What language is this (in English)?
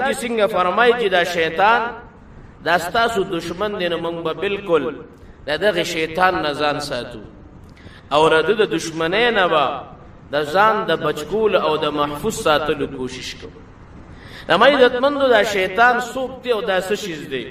Pashto